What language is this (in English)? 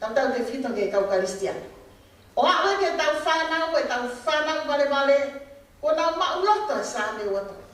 Tongan